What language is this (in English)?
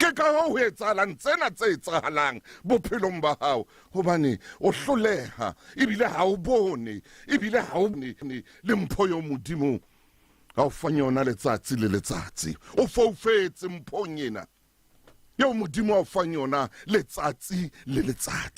Southern Sotho